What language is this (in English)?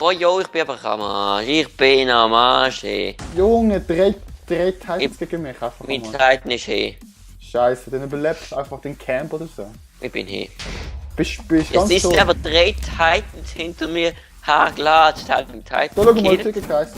Swiss German